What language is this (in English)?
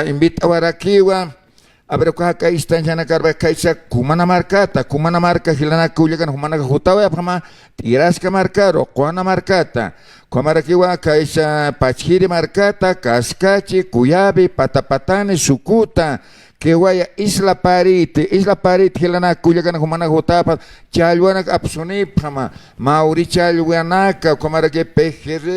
Aymara